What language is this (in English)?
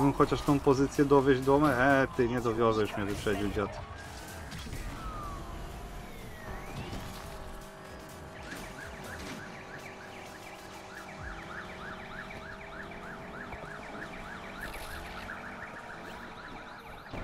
Polish